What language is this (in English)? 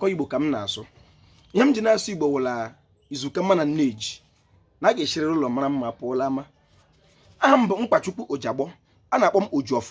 Igbo